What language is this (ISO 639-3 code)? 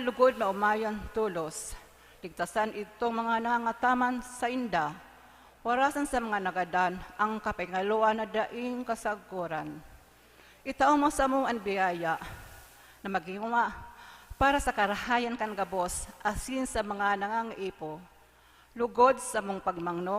bik